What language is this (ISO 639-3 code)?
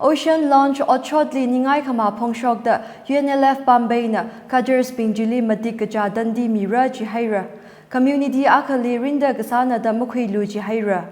nmf